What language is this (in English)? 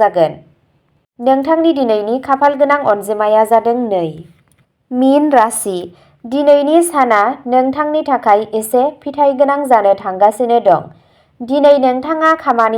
Bodo